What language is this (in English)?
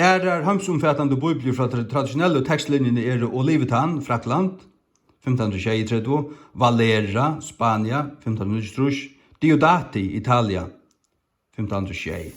Faroese